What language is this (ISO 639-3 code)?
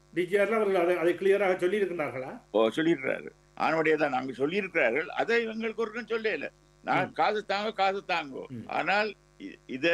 tam